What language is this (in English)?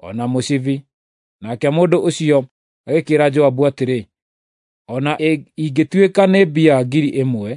Kikuyu